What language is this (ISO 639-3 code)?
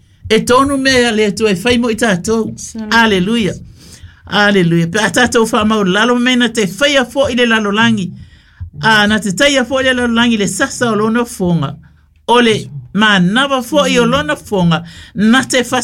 smo